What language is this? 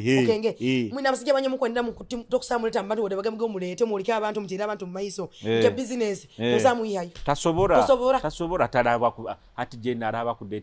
Nyoro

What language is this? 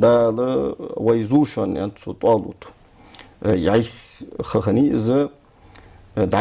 Ingush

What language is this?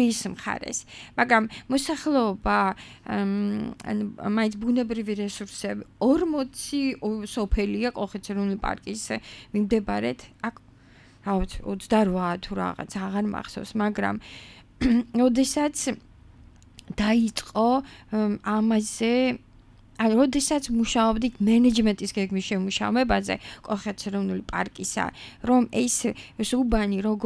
Georgian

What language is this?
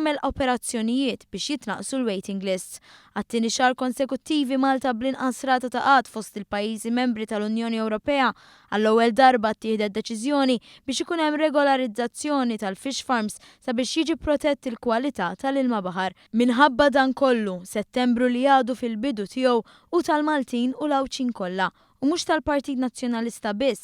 Maltese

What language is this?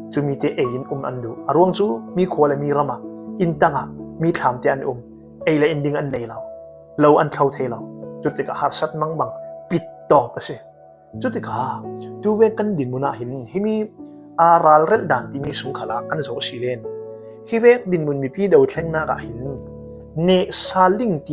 Falam Chin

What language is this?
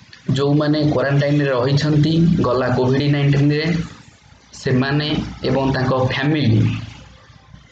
Odia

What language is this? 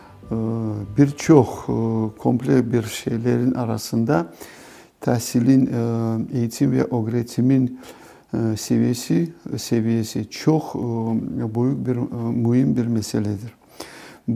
Crimean Tatar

